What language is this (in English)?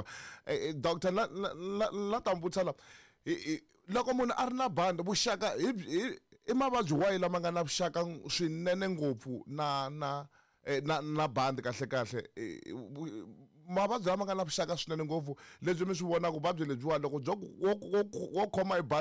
Tsonga